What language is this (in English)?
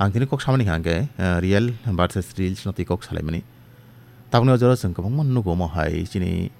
Kok Borok